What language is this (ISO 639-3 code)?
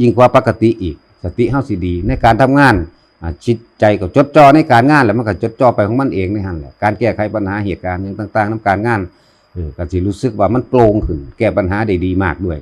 tts